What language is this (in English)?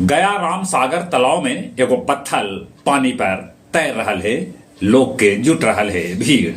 Magahi